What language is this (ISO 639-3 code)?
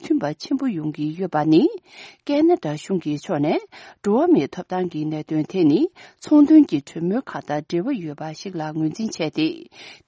bod